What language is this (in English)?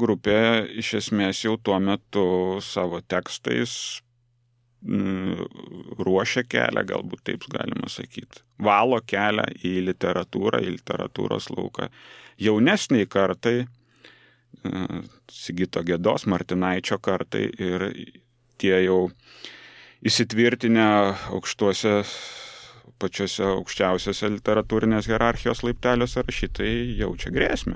Lithuanian